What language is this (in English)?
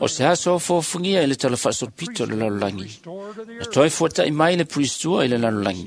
Samoan